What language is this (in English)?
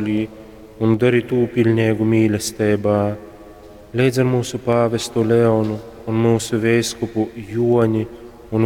Latgalian